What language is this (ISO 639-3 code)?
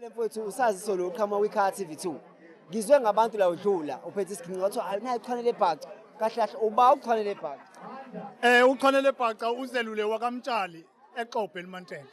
zul